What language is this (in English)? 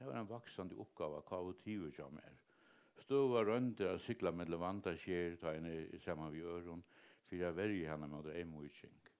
Faroese